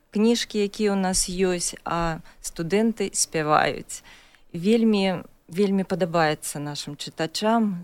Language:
Belarusian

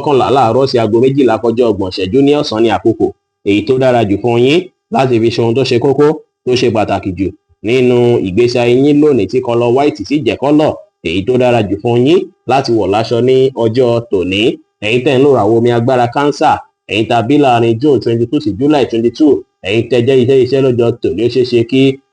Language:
Yoruba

